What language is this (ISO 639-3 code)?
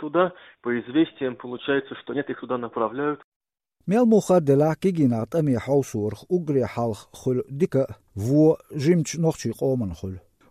che